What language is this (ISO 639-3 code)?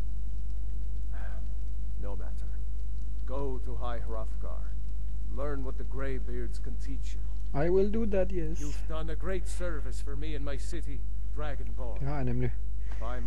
dan